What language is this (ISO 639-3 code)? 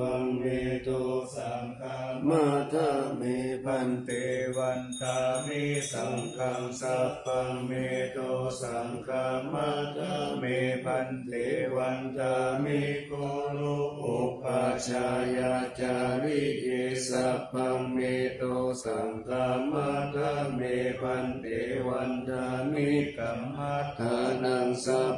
pli